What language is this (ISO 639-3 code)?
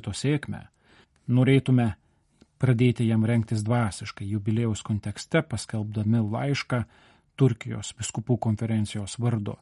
lit